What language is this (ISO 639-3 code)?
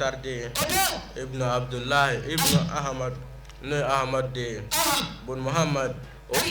bam